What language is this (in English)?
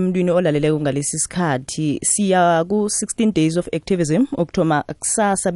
South Ndebele